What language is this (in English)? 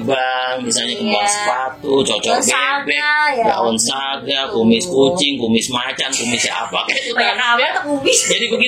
Betawi